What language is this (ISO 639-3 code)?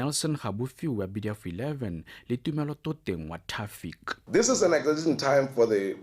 tsn